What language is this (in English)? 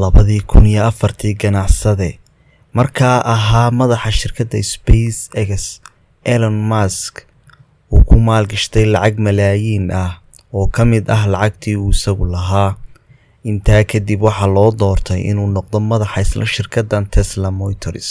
Somali